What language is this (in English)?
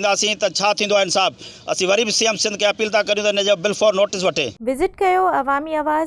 Sindhi